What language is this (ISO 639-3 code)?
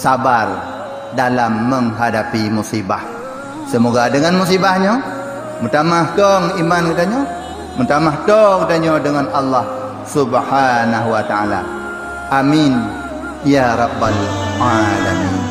ace